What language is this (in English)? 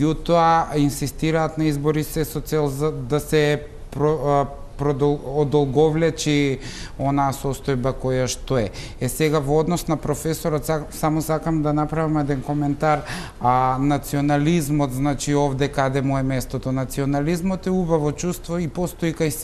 Macedonian